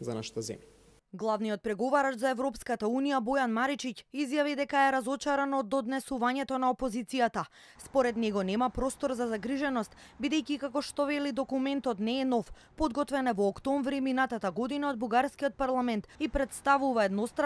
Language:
Macedonian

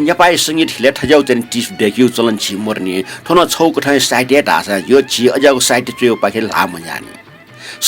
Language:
Newari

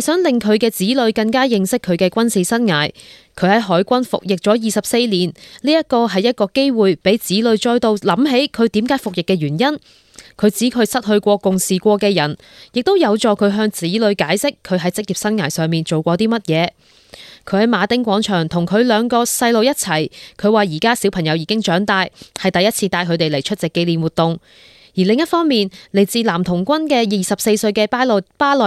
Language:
Cantonese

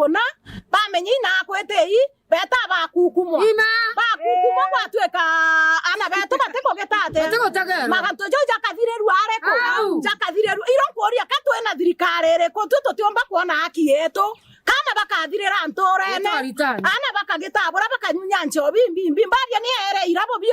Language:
Meru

